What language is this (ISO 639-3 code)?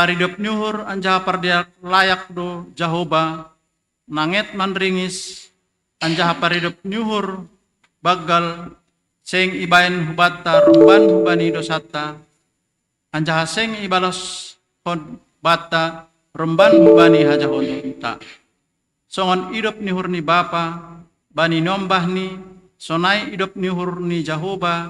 bts